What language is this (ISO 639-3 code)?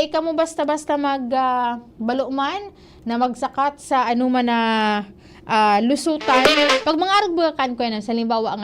bik